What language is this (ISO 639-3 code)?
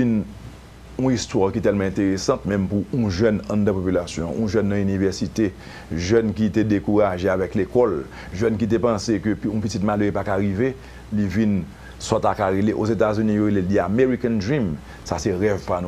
hat